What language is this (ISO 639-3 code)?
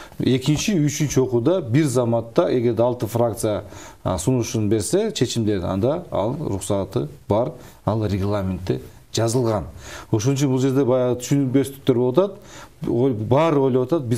kir